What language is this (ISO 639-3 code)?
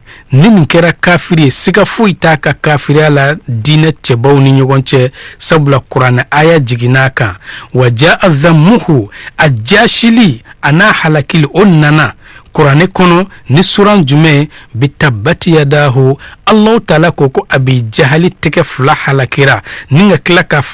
bam